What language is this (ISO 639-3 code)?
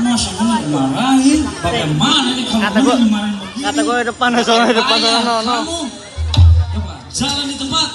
bew